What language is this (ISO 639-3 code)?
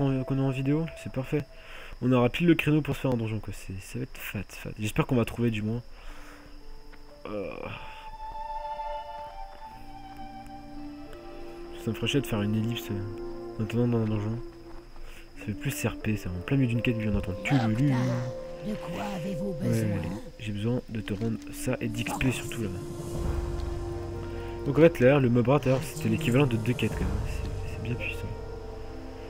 fra